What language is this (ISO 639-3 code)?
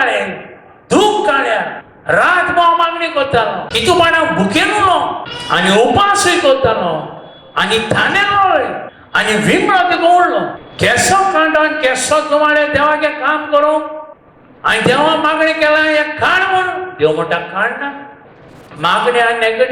kok